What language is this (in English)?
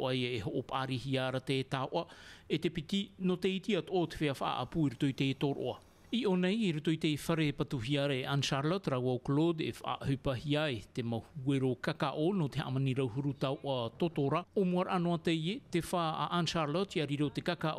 Tahitian